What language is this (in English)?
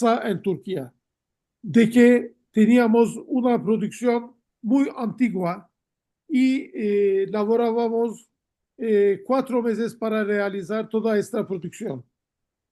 Ladino